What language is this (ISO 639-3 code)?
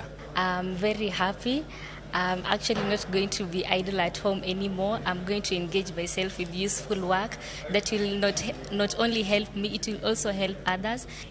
luo